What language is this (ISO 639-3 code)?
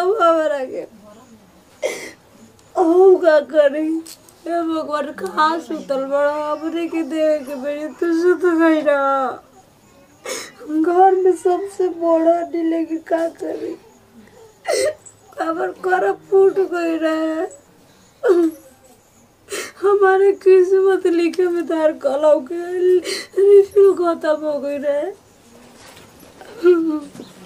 bho